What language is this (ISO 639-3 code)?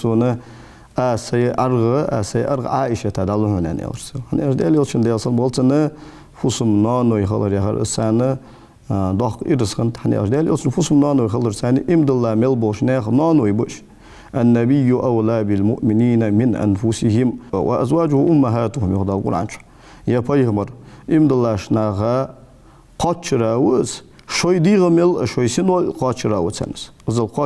inh